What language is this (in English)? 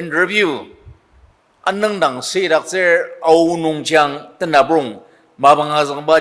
Ao Naga